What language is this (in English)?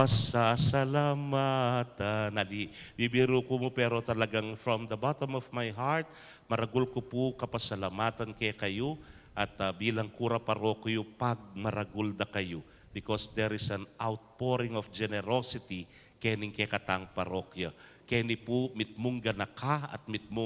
Pampanga